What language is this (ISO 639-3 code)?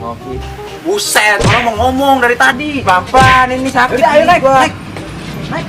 bew